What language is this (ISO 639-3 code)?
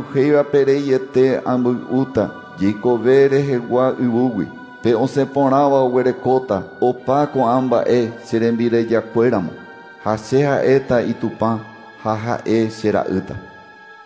grn